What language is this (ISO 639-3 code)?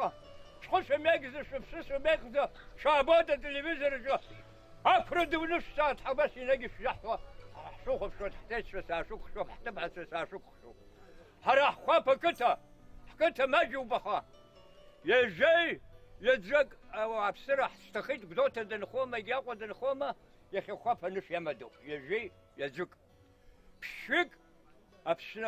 abk